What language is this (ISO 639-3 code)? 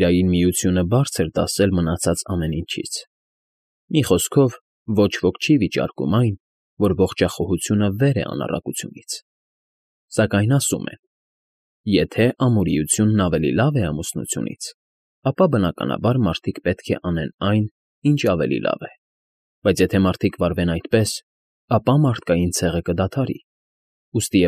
hye